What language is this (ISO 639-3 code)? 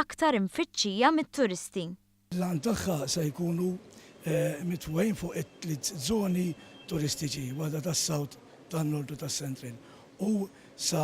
mlt